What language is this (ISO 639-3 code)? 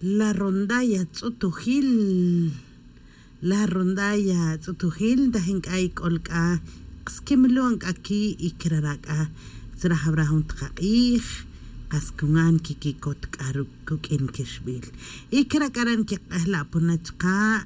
tzj